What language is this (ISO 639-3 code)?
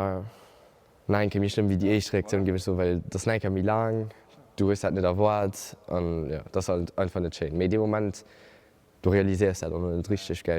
ltz